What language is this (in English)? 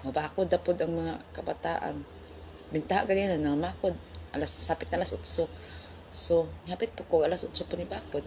Cebuano